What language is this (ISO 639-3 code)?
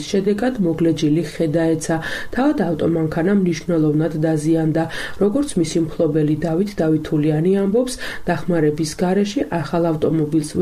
kat